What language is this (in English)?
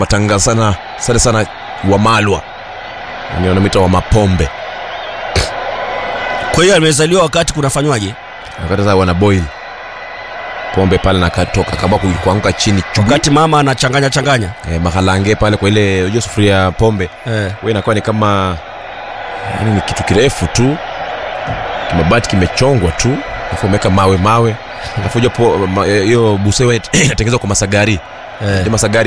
Swahili